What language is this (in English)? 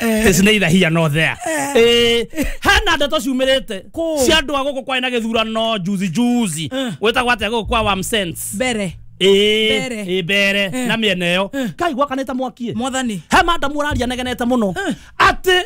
Kikuyu